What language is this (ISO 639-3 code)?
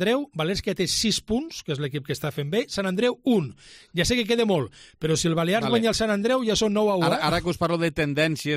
cat